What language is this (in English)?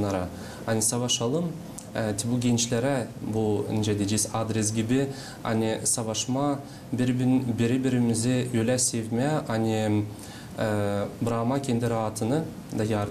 Gagauz